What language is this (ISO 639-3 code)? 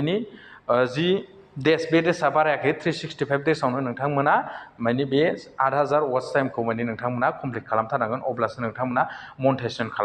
brx